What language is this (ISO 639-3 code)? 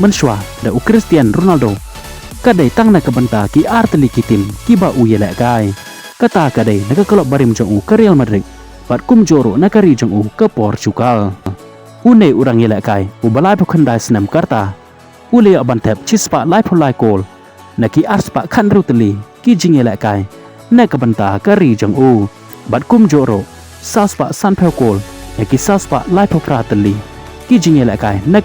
kha